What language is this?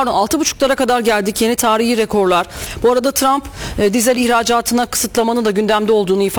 Turkish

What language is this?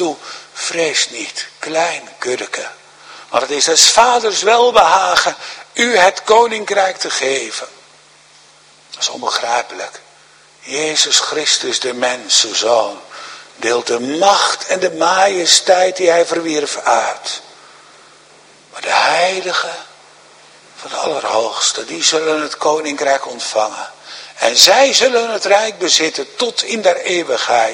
Dutch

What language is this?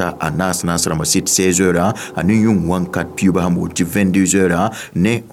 Mossi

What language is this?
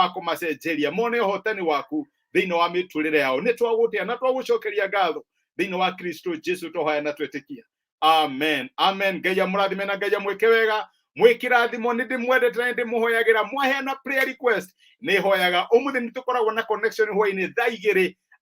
Kikuyu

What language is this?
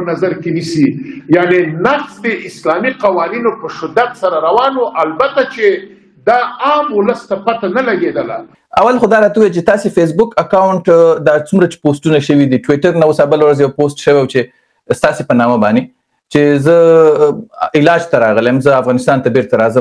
Pashto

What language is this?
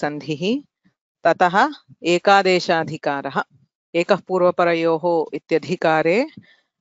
Sanskrit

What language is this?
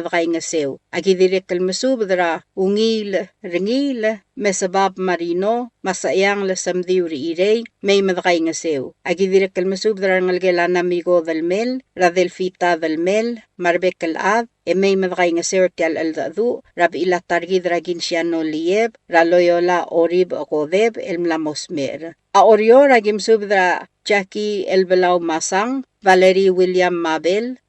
Palauan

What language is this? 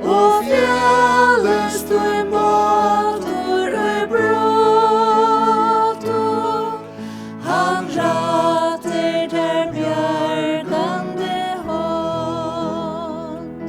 Faroese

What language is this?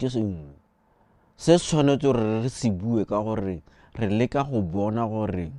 Tswana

